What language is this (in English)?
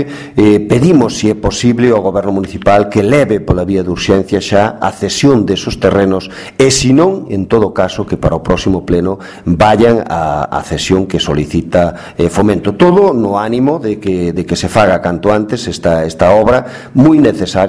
Galician